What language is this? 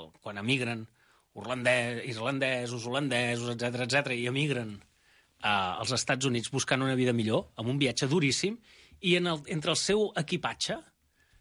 Catalan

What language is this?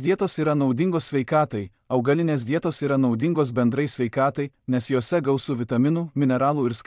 Lithuanian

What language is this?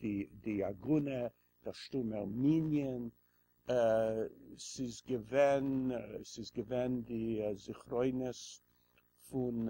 Yiddish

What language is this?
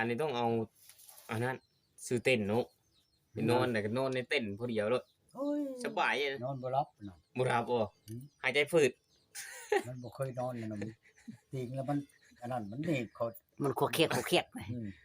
Northeastern Thai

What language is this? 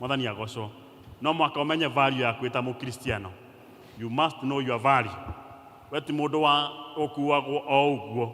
Kikuyu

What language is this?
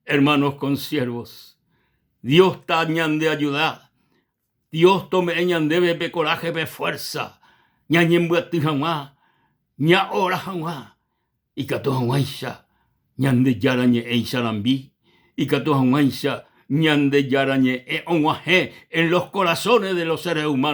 Guarani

